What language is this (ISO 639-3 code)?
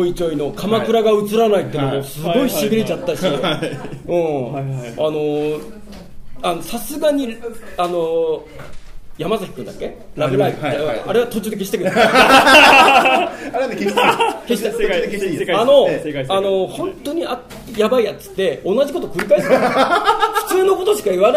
jpn